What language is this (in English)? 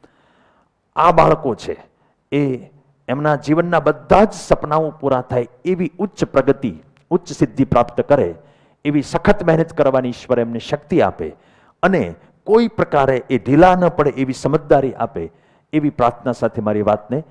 Gujarati